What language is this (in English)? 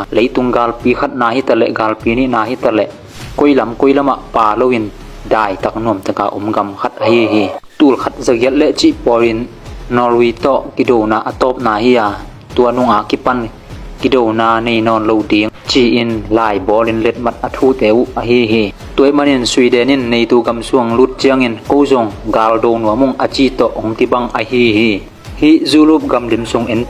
Tedim Chin